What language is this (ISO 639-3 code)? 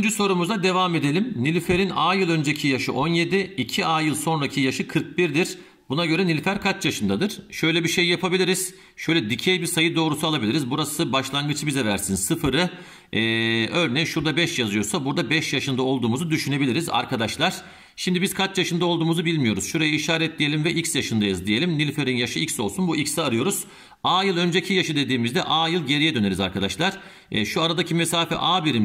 tur